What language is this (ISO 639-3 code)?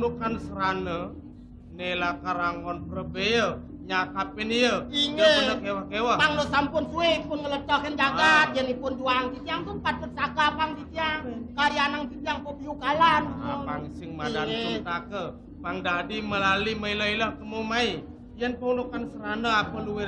ban